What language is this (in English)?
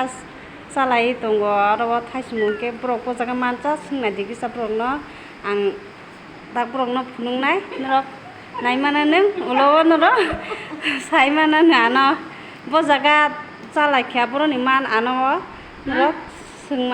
Kok Borok